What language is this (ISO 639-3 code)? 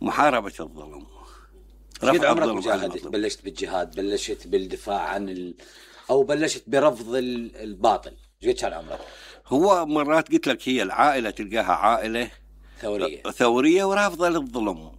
acm